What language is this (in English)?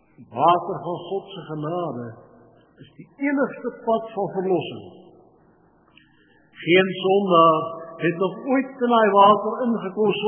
Afrikaans